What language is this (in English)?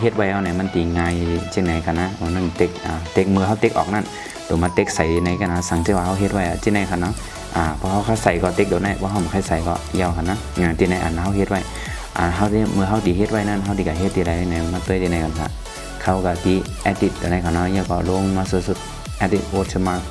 Shan